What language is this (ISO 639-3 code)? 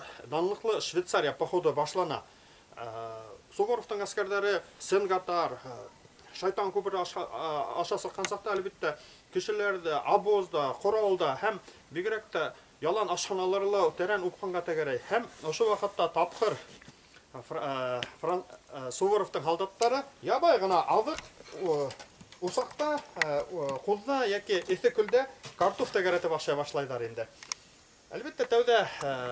bak